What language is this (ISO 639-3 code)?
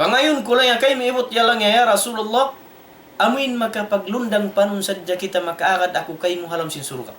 tsg